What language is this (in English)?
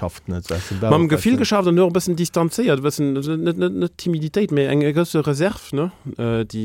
Luxembourgish